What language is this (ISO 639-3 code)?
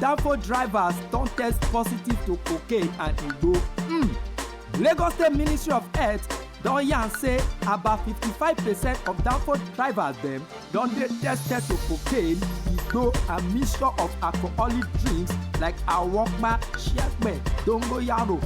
pcm